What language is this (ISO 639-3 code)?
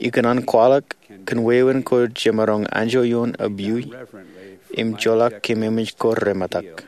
mah